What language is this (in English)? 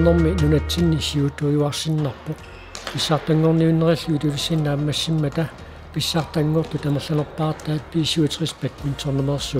Kalaallisut